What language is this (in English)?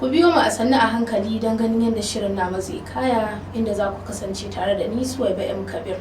Hausa